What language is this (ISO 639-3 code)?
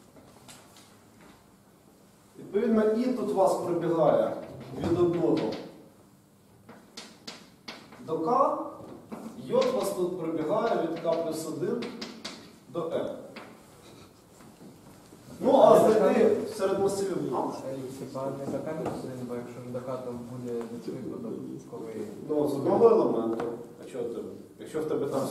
ukr